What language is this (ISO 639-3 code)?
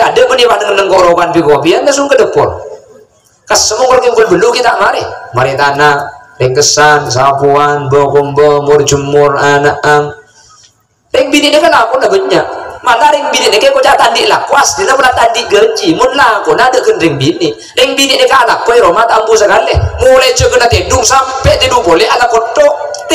mad